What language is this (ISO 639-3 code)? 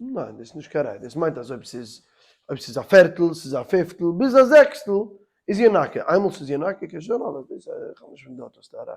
yid